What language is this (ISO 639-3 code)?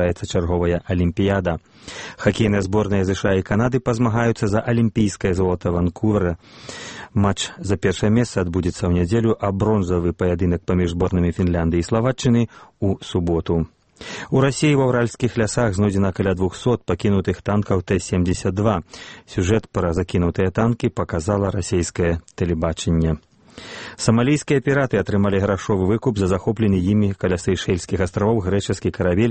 bel